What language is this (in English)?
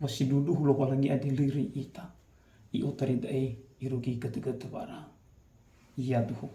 Nias